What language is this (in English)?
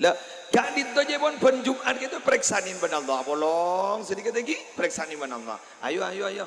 Madurese